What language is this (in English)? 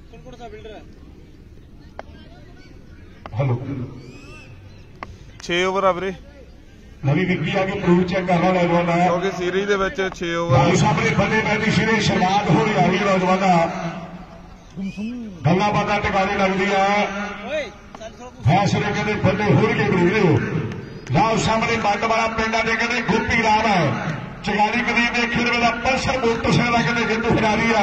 Punjabi